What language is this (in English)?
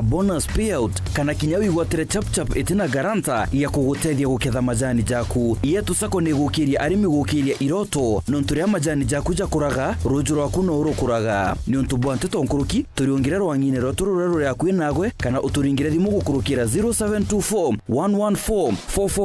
Meru